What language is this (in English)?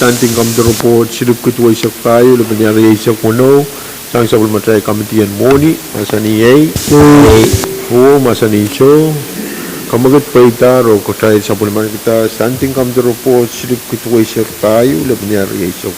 Pohnpeian